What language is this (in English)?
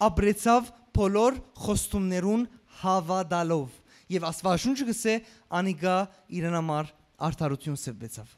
Western Armenian